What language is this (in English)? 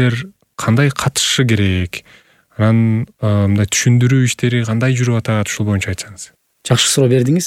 Kyrgyz